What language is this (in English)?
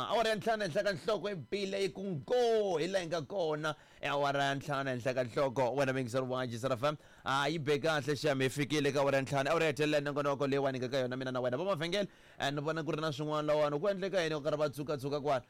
Tsonga